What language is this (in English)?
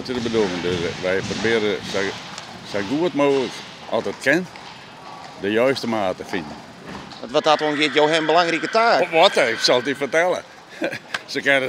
Western Frisian